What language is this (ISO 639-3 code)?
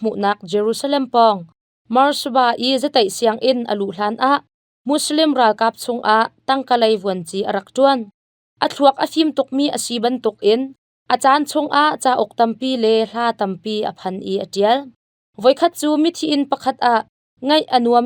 cnh